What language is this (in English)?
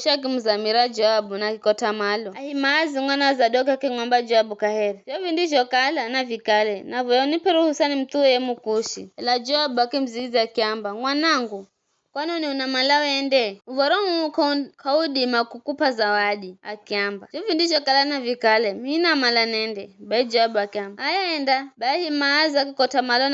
Giryama